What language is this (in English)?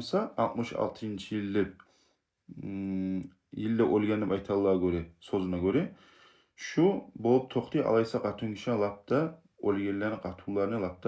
Kumyk